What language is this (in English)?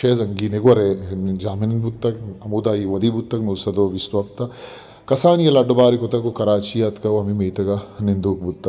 Eastern Balochi